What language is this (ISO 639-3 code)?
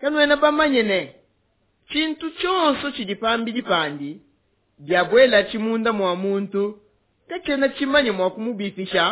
lua